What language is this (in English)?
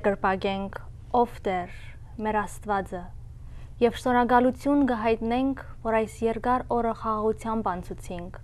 Western Armenian